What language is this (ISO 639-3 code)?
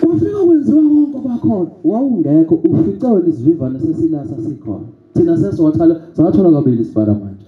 zul